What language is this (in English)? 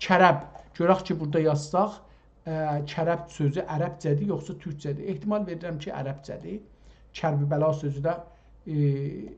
South Azerbaijani